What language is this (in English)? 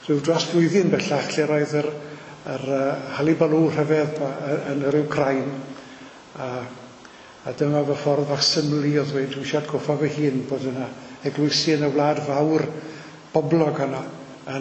Welsh